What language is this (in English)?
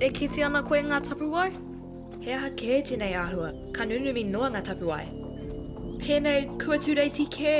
Māori